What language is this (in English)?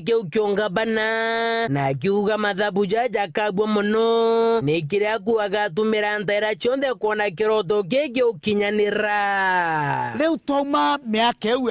Meru